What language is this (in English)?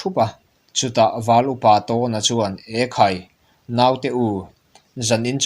Mizo